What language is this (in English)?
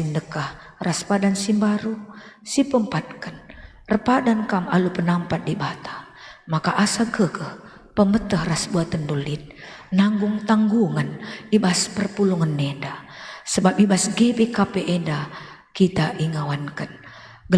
Batak Karo